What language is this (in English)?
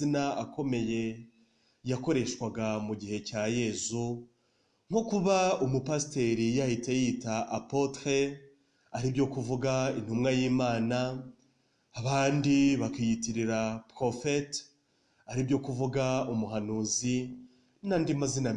Kinyarwanda